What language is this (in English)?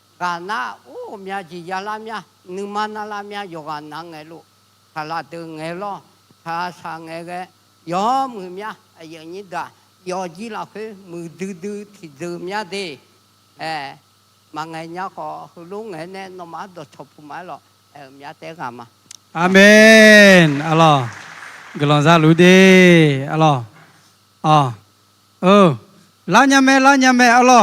Akha